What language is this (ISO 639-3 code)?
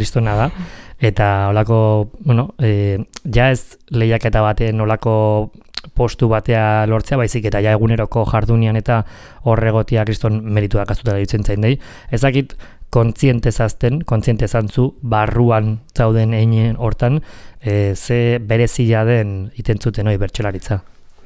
eus